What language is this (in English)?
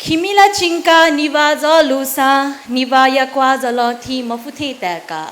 Newari